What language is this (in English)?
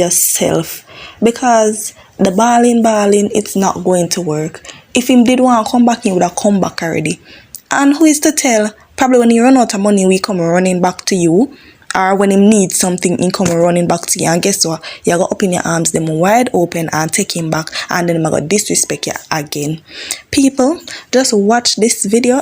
Jamaican Creole English